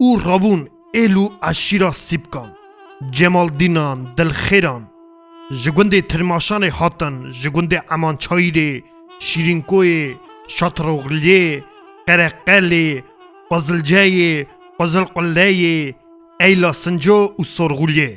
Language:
Kurdish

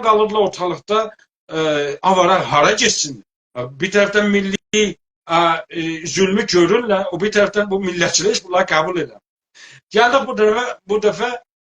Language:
South Azerbaijani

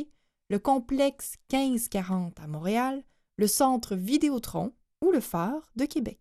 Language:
French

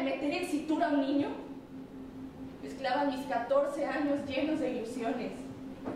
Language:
Spanish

